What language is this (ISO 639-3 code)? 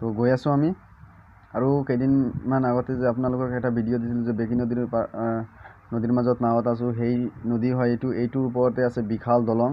asm